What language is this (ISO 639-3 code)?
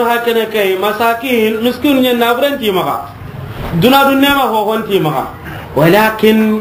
snk